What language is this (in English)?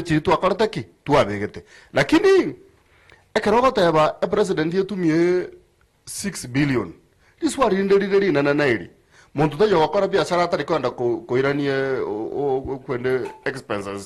Gusii